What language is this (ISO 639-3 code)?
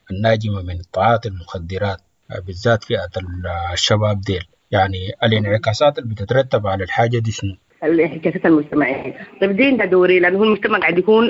apd